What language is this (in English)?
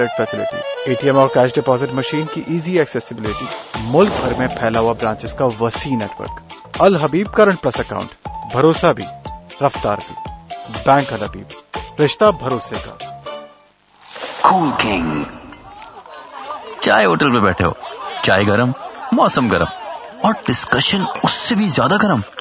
Urdu